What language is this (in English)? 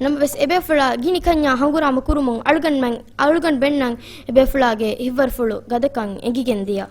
Divehi